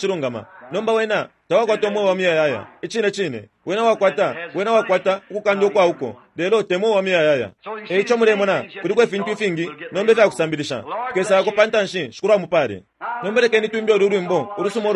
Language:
Bemba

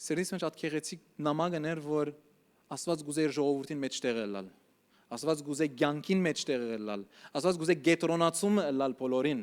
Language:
Western Armenian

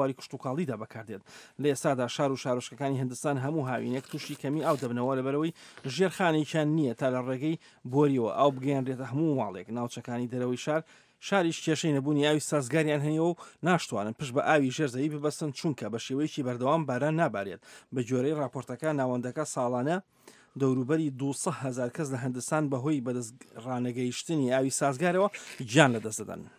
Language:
Central Kurdish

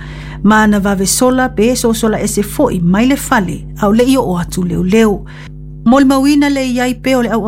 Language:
Samoan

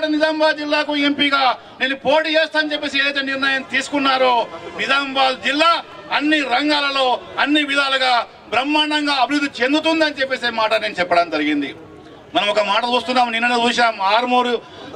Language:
Telugu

